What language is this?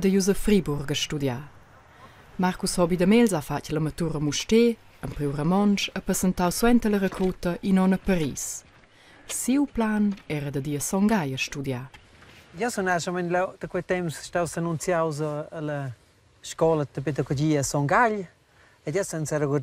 Romansh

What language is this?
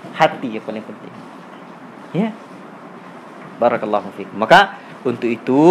Indonesian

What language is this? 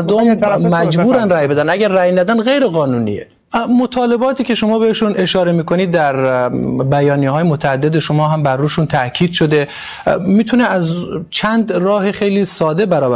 Persian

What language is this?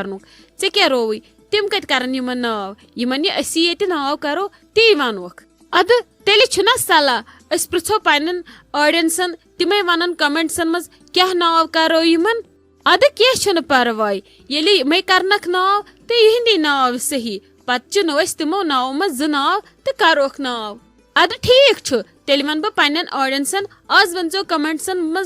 Kashmiri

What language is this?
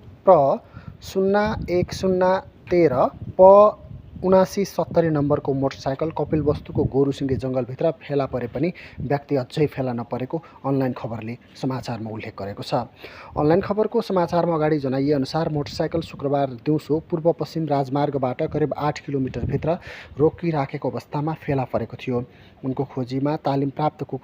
Nepali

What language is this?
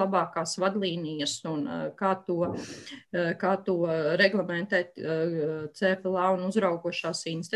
Latvian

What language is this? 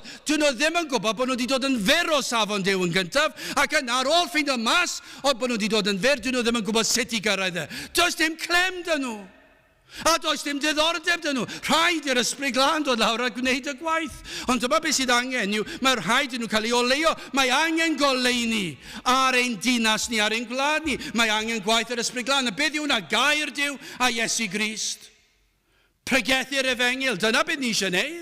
Welsh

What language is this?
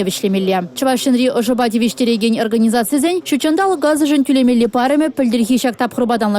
Chuvash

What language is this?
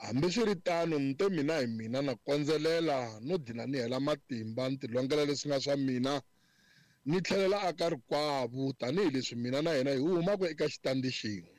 Tsonga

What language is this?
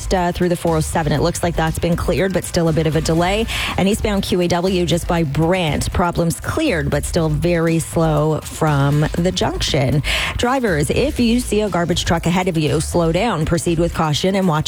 English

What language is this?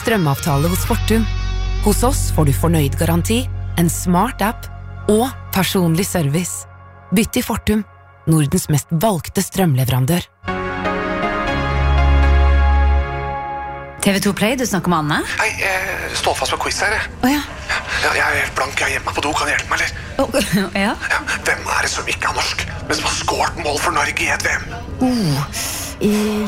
Norwegian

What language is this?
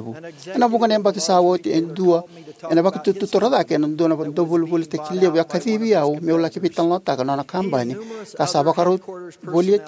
Fijian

